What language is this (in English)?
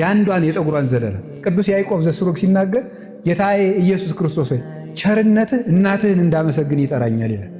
Amharic